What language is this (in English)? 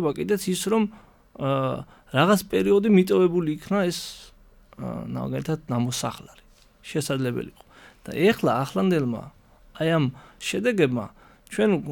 Georgian